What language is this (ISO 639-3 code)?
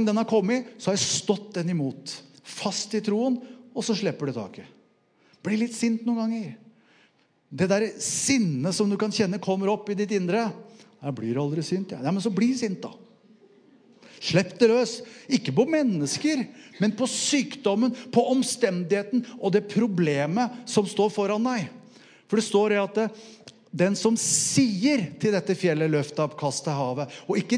nor